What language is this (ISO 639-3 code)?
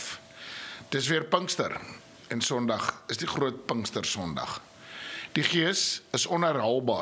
afr